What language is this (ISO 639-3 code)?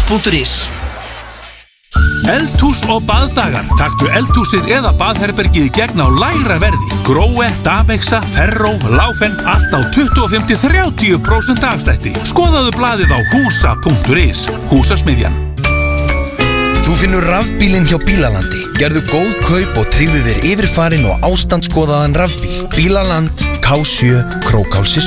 isl